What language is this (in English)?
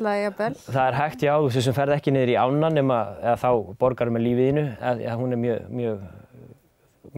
Icelandic